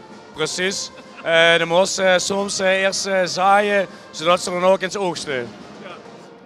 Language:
Limburgish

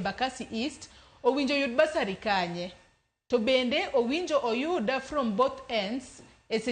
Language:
Luo (Kenya and Tanzania)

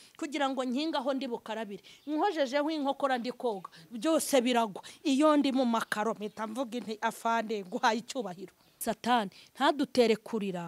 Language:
Kinyarwanda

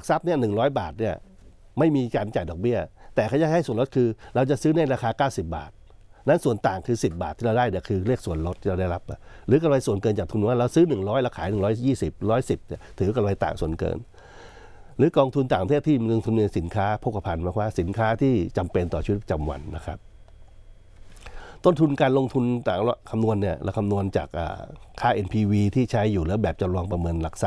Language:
Thai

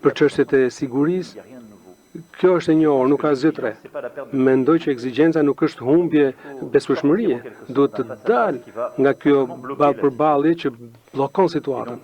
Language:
Albanian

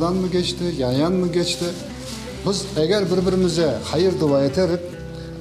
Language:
Crimean Tatar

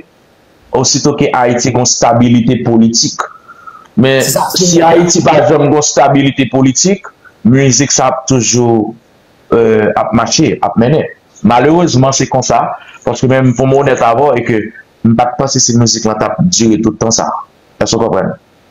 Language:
Haitian Creole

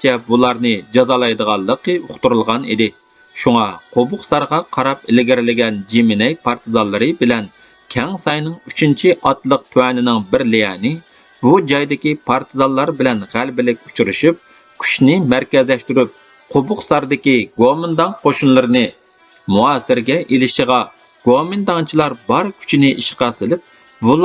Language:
Uyghur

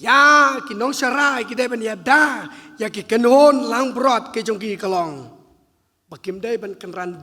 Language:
Khasi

